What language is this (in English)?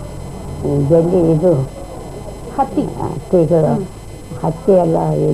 Kannada